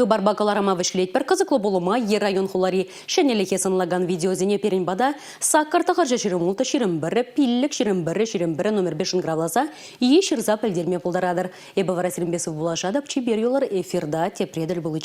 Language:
Chuvash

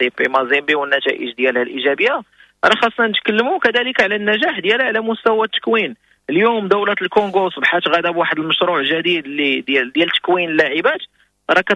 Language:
Moroccan Arabic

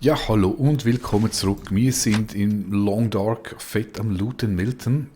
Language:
Swiss German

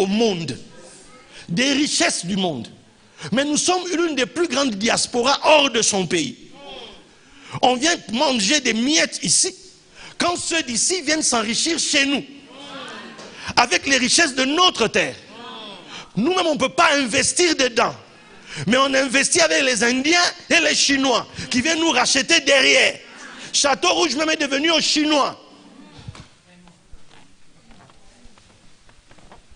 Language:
French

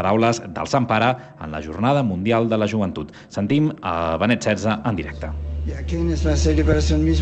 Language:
Catalan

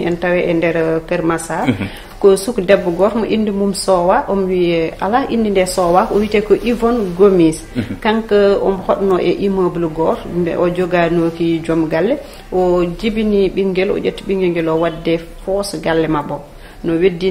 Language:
Fula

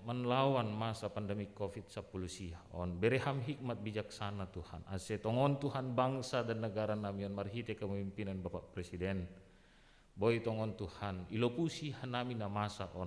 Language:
Batak Simalungun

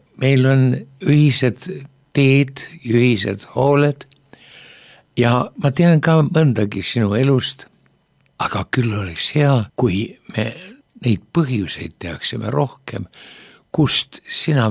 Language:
Estonian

